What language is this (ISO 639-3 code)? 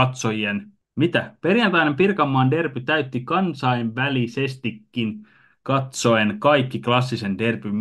fin